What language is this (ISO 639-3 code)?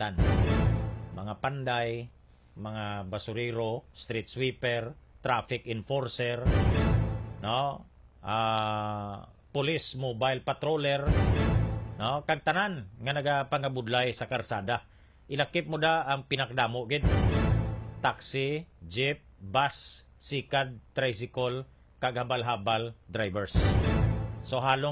hil